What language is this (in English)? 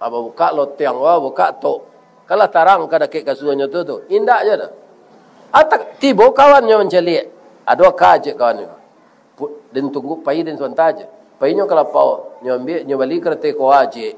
Minangkabau